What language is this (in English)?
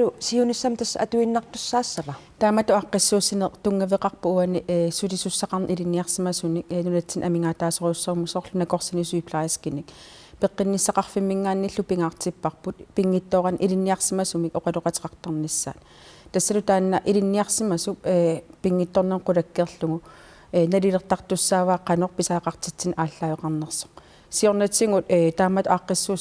Kalaallisut